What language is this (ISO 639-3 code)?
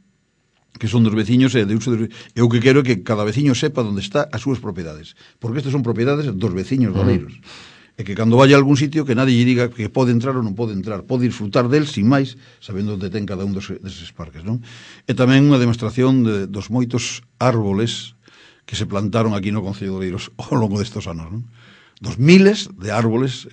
glg